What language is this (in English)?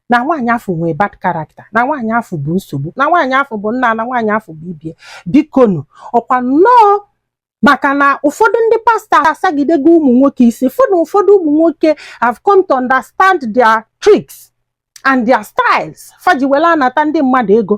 Igbo